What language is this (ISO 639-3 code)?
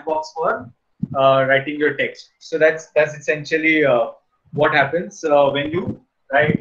eng